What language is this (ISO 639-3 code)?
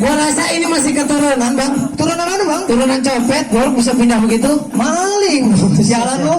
bew